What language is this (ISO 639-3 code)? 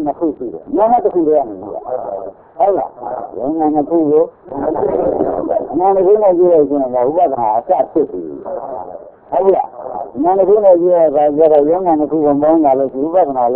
mya